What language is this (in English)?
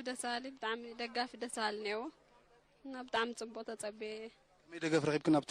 Tigrinya